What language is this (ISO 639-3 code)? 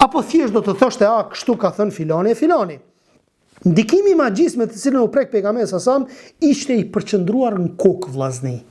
sqi